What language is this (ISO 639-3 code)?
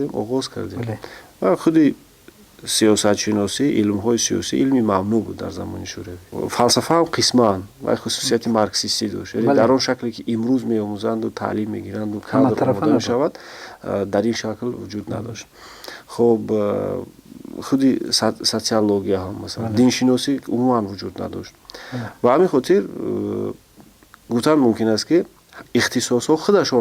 tgk